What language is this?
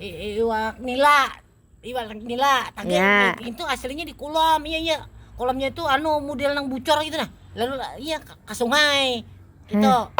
Banjar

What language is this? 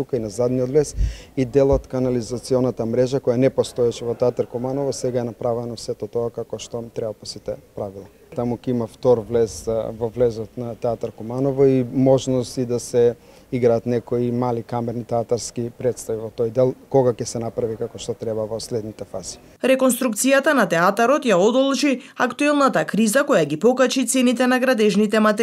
Macedonian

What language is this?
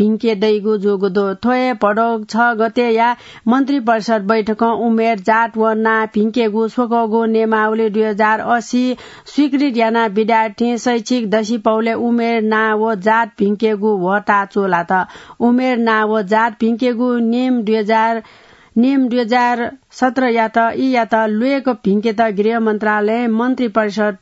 Newari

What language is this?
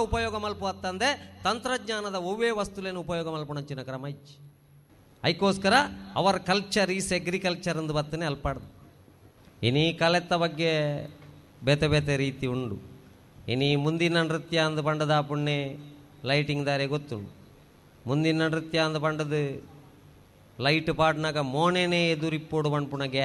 Tulu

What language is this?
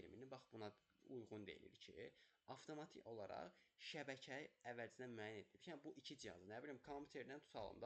Azerbaijani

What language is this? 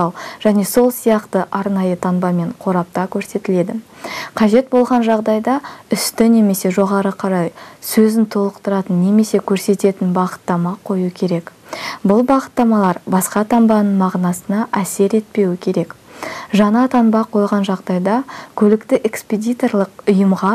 Kazakh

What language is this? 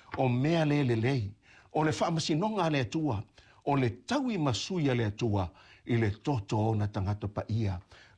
Samoan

